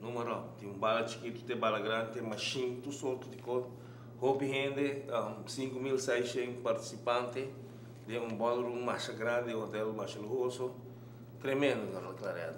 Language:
Papiamento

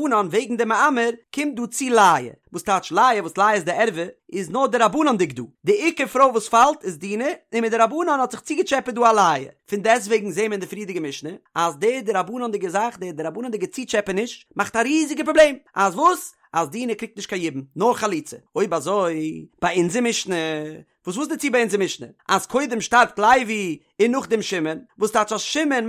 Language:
Yiddish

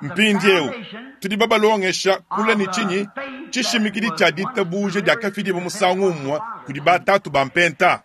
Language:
Luba-Lulua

